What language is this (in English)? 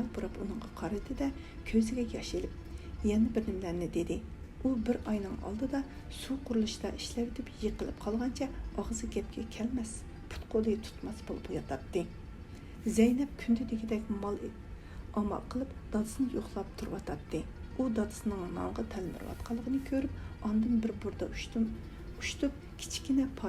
Uyghur